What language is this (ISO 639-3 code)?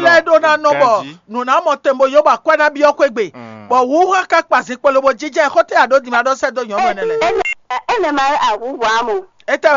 fon